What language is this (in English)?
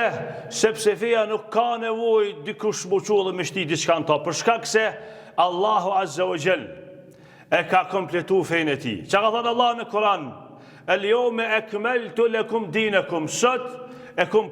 Albanian